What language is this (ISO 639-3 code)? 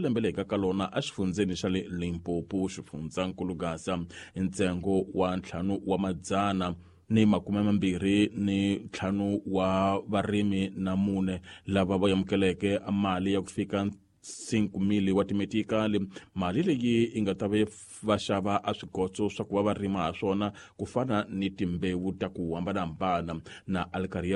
tso